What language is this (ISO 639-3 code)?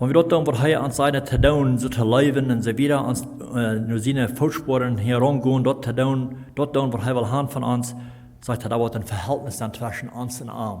pdt